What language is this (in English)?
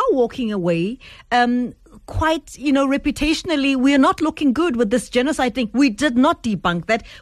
English